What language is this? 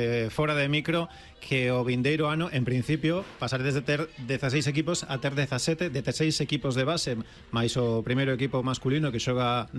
Galician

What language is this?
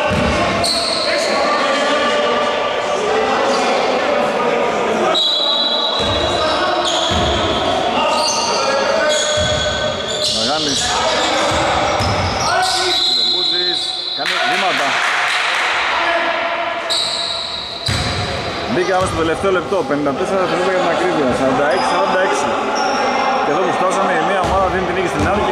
Greek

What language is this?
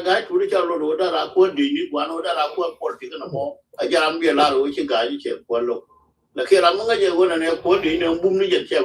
Nuer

